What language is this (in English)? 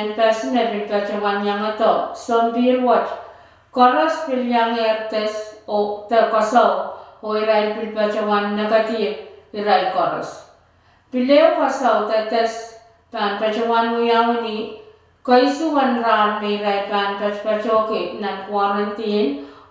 Pohnpeian